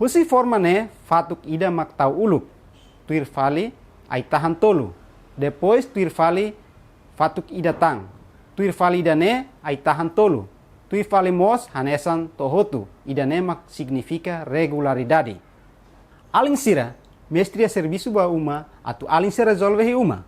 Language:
Tetum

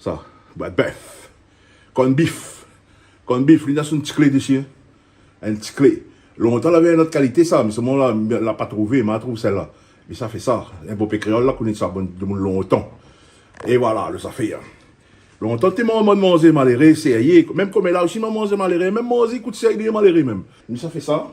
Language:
Réunion Creole French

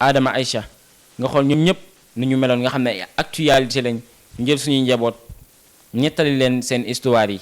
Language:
Wolof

